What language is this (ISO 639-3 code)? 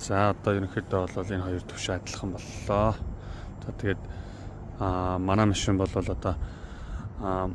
mon